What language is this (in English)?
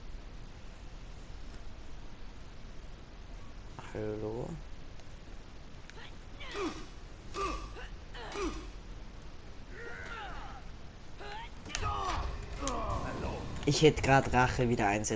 German